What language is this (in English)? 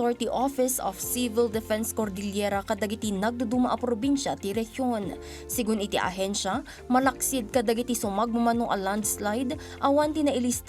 Iloko